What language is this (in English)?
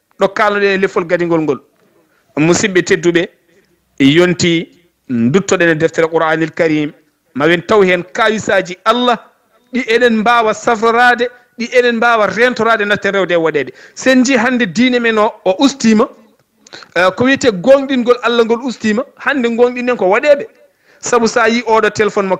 Fula